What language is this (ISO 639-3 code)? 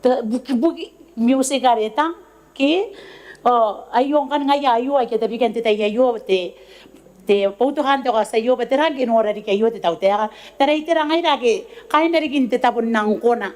gil